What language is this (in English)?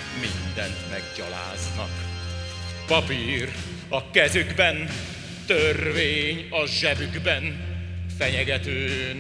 Hungarian